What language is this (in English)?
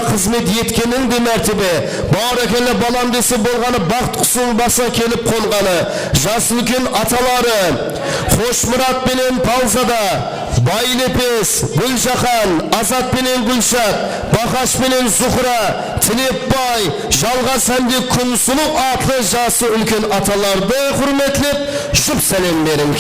Kara-Kalpak